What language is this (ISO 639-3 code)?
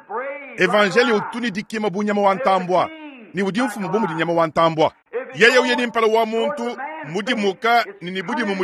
lua